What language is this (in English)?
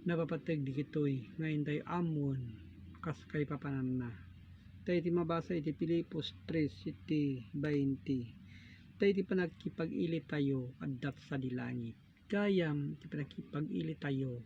Iloko